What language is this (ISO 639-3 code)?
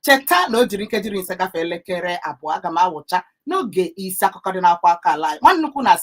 ibo